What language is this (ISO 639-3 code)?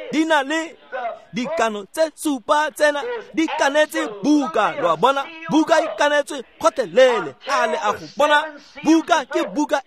tsn